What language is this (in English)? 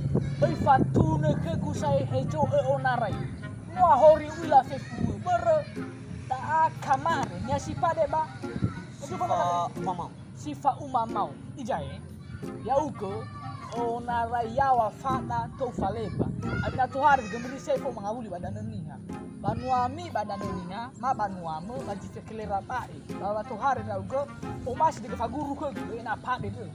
Nias